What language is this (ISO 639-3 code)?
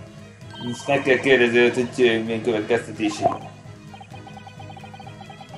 hun